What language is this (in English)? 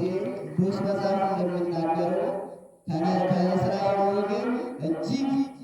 Amharic